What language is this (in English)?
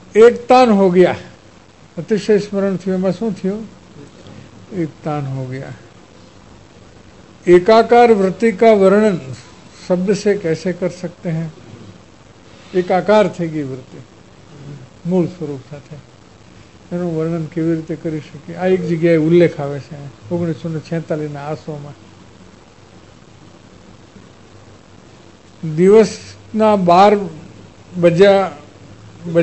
Gujarati